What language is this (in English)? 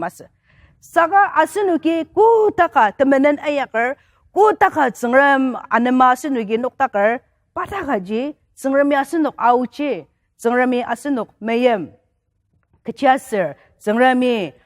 Ao Naga